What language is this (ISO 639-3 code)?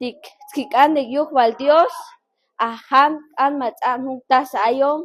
cac